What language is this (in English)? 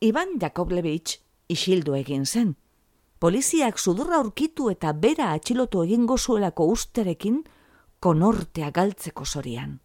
Basque